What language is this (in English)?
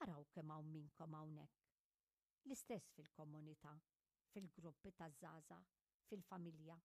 Maltese